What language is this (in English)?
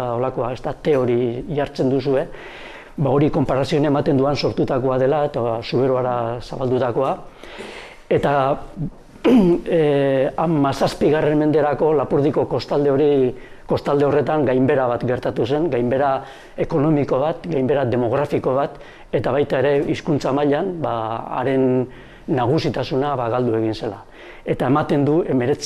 Basque